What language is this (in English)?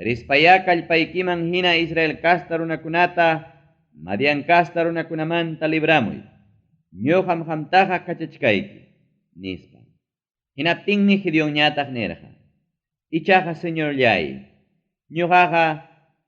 Ayacucho Quechua